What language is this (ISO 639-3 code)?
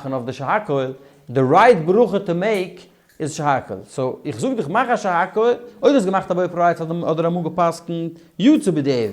yid